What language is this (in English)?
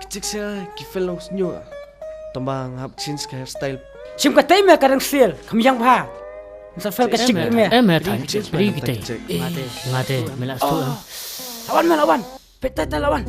Khasi